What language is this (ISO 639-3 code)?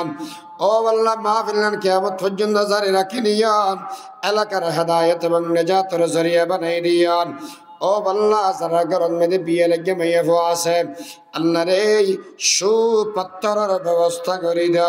rhg